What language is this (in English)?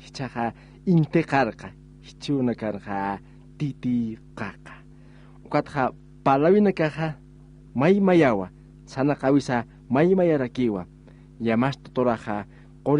Aymara